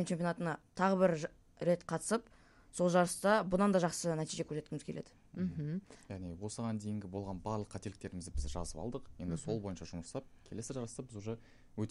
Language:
Kazakh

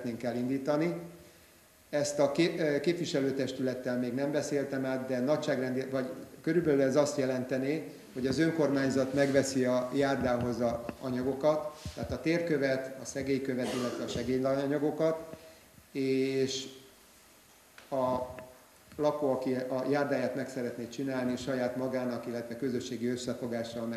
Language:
Hungarian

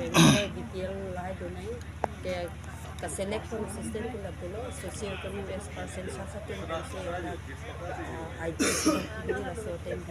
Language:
Karbi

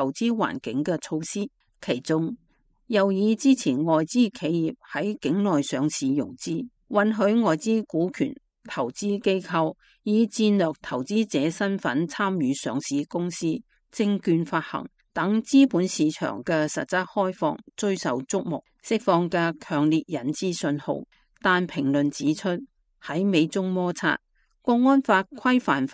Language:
Cantonese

